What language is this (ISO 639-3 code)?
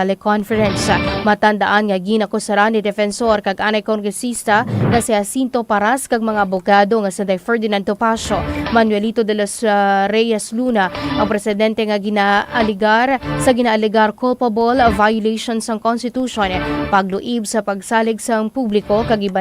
hil